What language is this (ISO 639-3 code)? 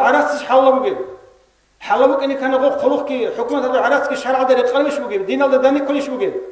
ava